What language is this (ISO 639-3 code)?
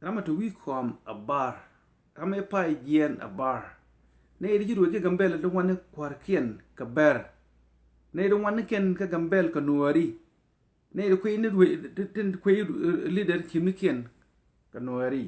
nus